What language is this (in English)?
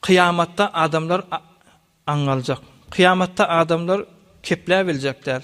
Turkmen